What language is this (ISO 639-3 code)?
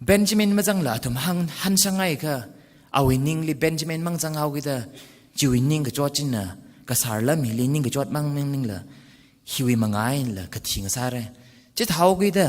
nmf